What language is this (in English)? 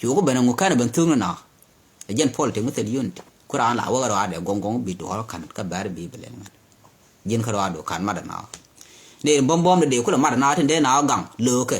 Nuer